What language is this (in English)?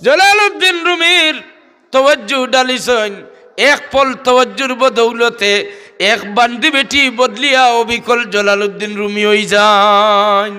Sylheti